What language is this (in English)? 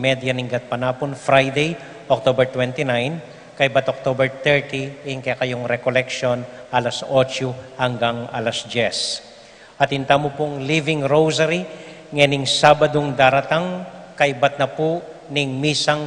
Pampanga